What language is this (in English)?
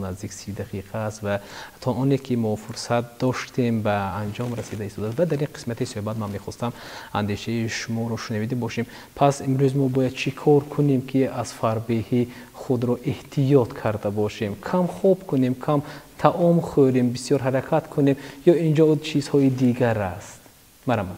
Tajik